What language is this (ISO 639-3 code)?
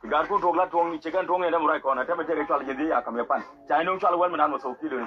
nus